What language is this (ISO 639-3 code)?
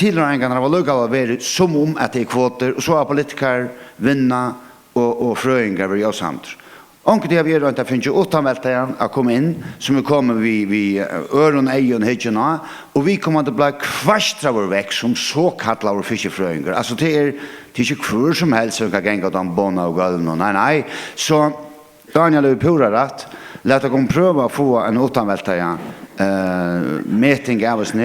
fao